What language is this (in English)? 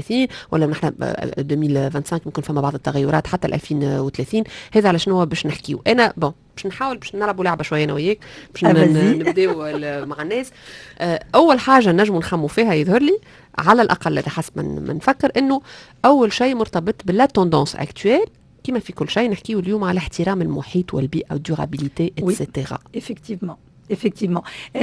Tunisian Arabic